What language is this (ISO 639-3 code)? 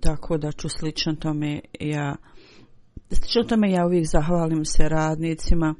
bos